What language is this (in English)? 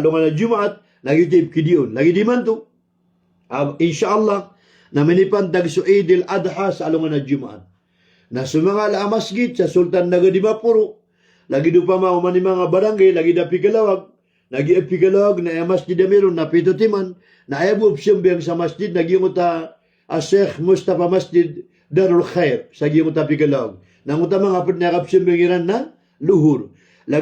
Maranao